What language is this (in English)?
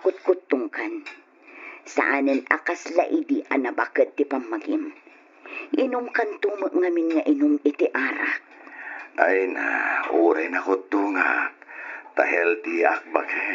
Iloko